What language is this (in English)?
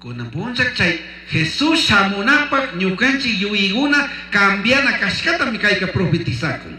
Chimborazo Highland Quichua